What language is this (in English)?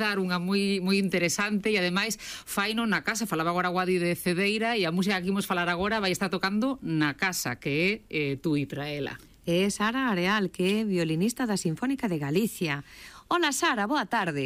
Galician